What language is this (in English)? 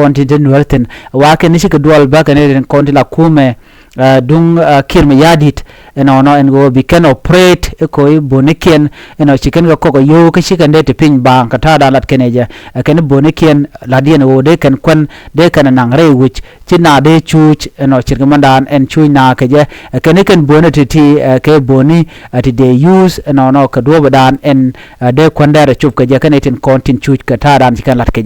Nuer